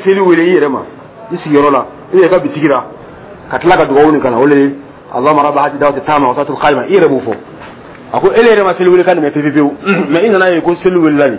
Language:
Dyula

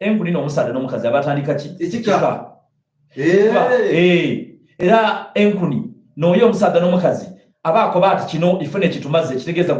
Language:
Soga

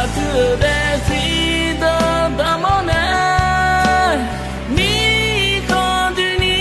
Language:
Akha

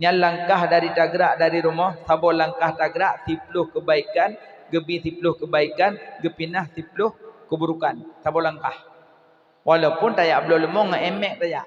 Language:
Achinese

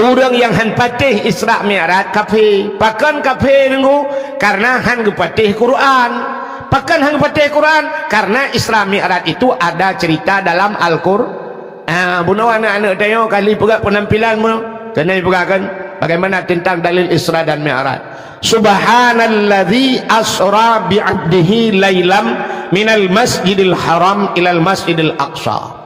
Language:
Achinese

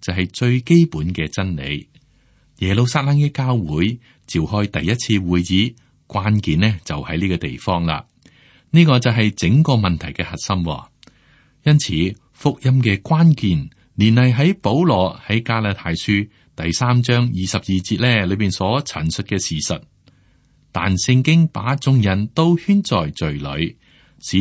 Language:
Cantonese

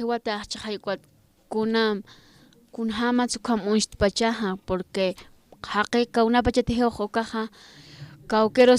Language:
Aymara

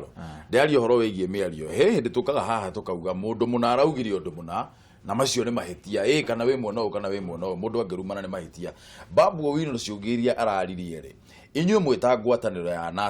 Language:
Kikuyu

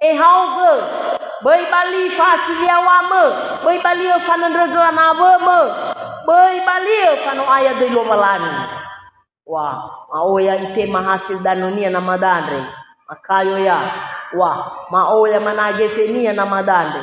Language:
Nias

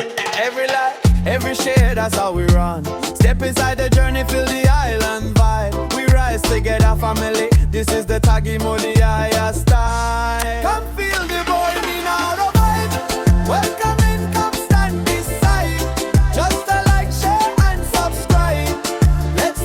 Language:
Fijian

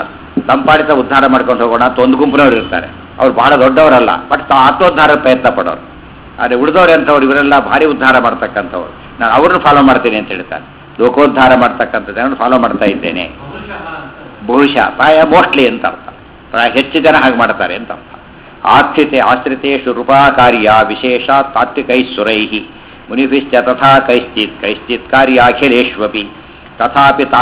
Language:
Kannada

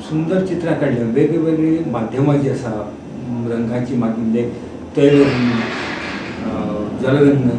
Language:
Konkani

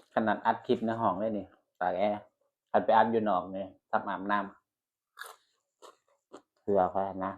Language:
Northeastern Thai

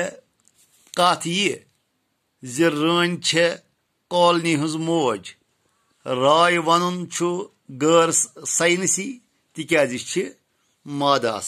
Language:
Kashmiri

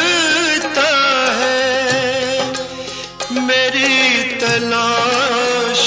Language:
Hindi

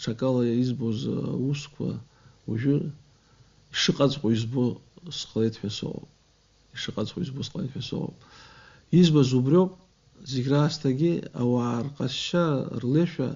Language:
Abkhazian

